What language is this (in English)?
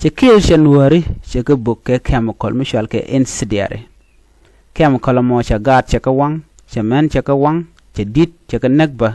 Nuer